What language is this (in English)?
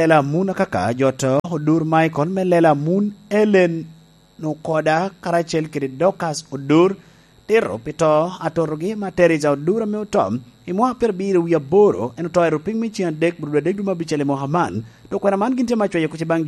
Lango (Uganda)